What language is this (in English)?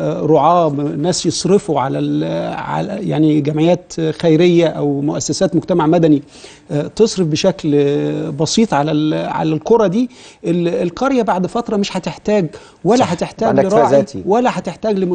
Egyptian Arabic